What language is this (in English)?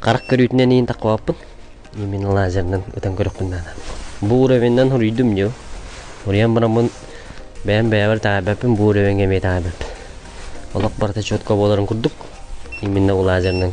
Yakut